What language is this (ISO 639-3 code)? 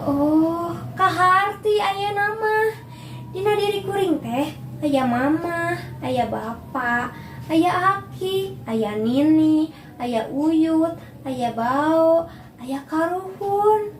sun